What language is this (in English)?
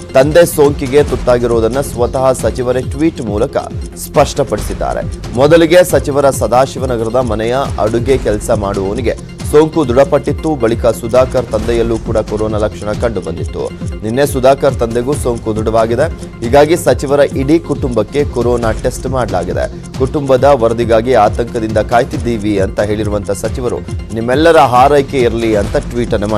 Kannada